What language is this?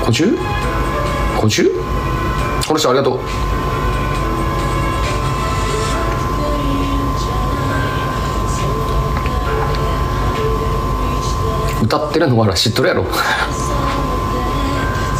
Japanese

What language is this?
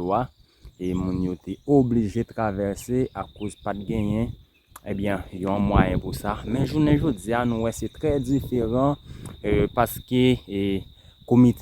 Haitian Creole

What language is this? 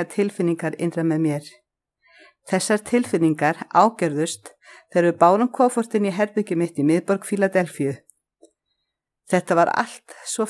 Icelandic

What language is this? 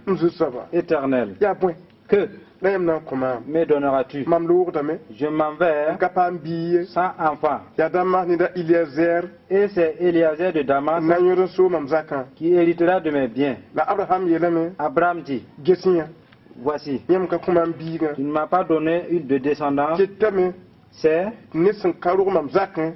Mossi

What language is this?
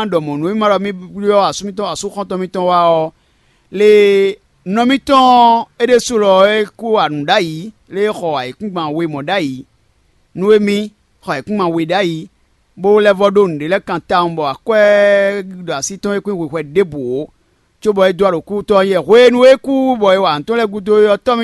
Fon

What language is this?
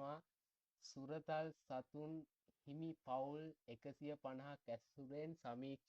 Sinhala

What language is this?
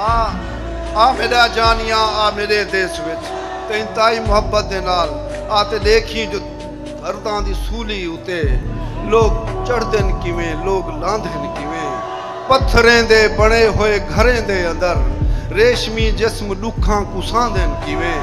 Saraiki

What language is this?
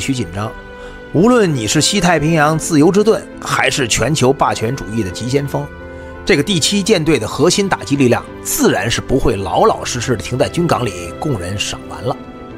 Chinese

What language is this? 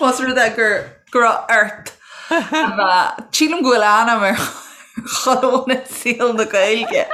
Irish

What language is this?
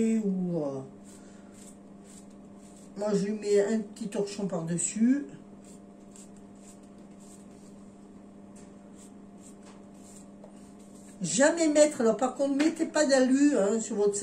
French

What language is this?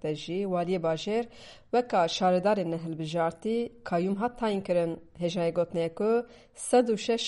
Kurdish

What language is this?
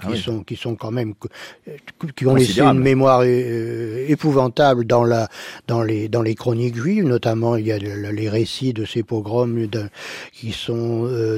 French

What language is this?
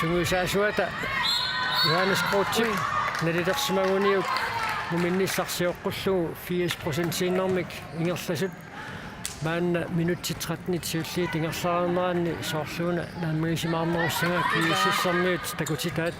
Kalaallisut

